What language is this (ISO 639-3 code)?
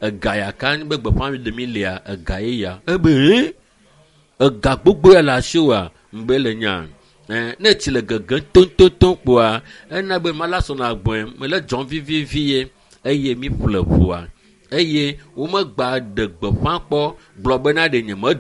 ewe